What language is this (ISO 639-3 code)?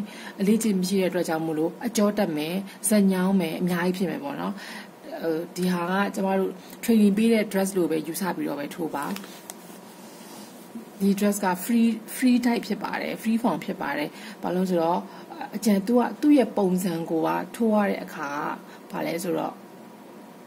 mya